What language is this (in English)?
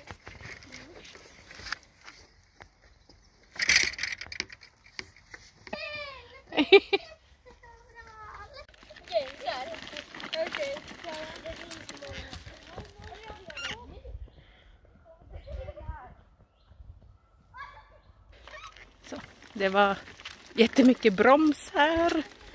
Swedish